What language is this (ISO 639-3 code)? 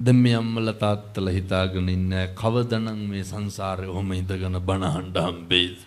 sin